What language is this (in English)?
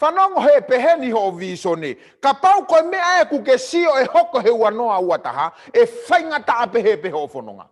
Tongan